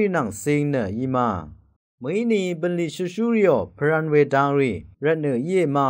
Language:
Rawang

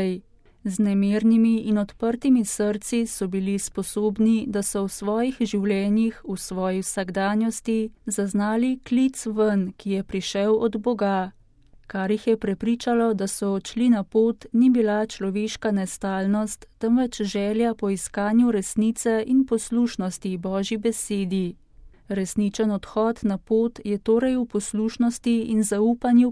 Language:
Slovenian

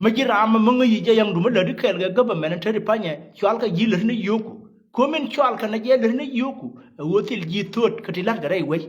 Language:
Nuer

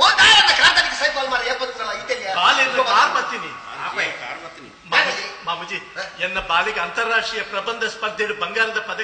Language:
Tulu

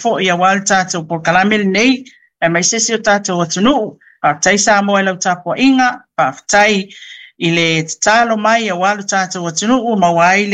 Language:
Samoan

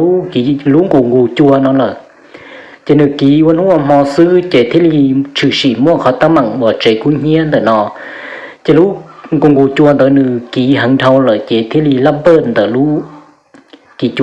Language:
Hmong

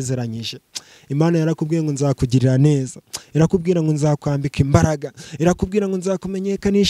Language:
Kinyarwanda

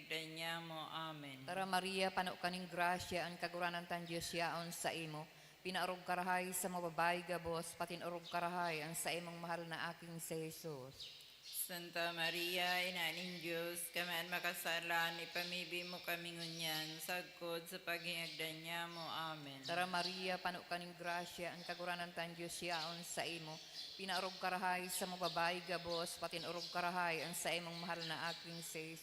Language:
Bikol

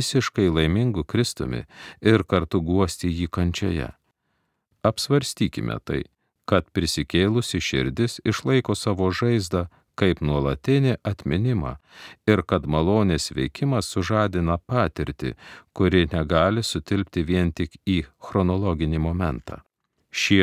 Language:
Lithuanian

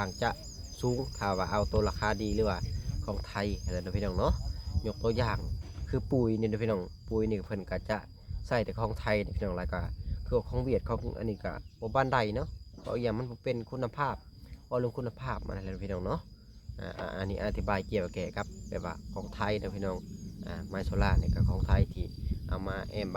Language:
Lao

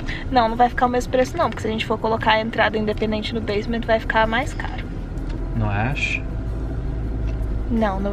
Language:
Portuguese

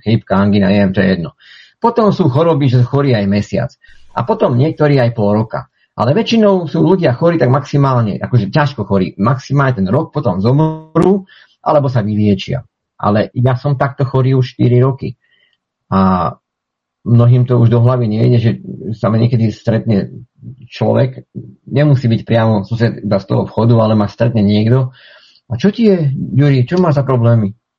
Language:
Slovak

